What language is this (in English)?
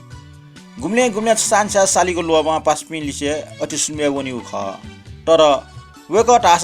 Newari